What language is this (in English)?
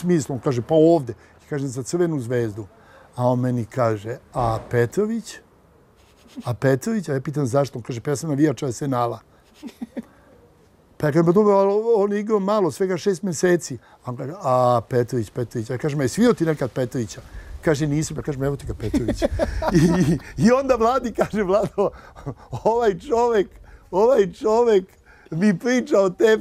Serbian